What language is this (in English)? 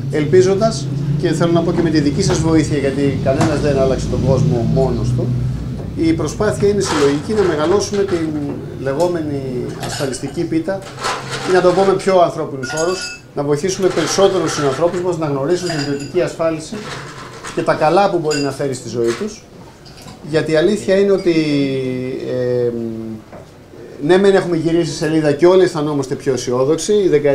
Greek